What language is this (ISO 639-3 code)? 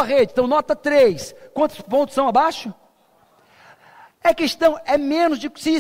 por